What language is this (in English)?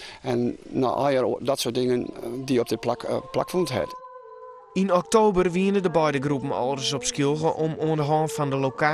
Western Frisian